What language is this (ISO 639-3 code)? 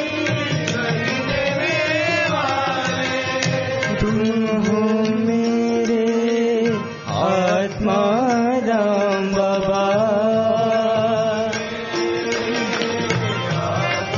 hin